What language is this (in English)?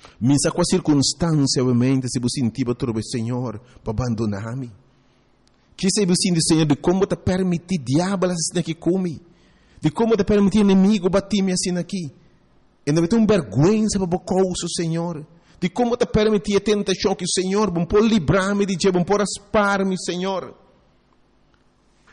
Papiamento